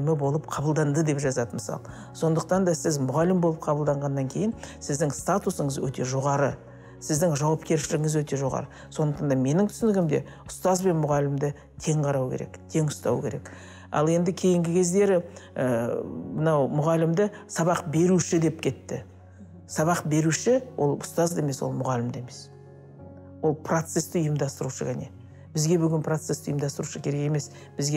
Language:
Kazakh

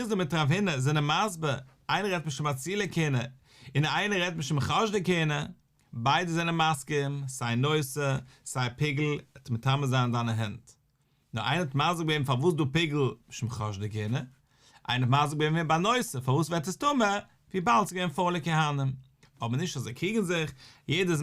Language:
Yiddish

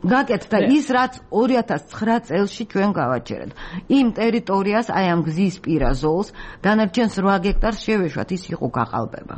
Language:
Georgian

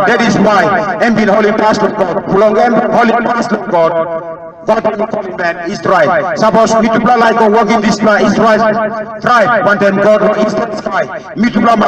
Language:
Tok Pisin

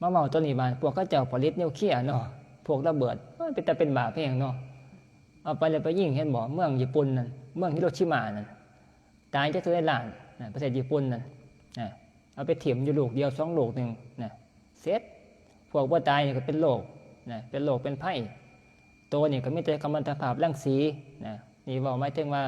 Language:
Northeastern Thai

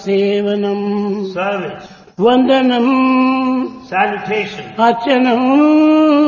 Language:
Telugu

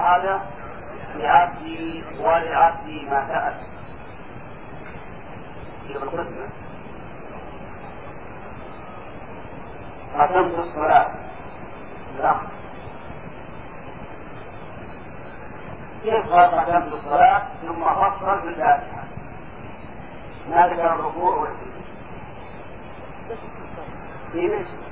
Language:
Arabic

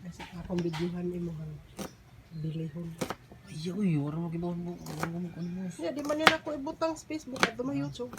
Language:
Cebuano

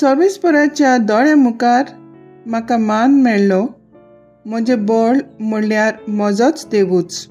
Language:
Konkani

